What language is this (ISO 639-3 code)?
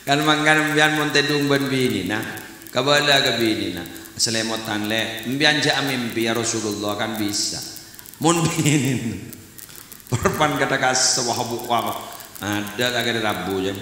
mad